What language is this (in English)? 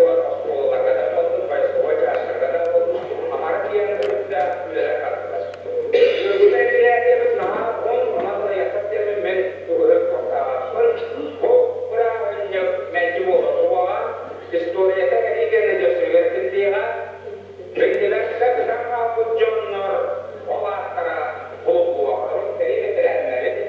Yakut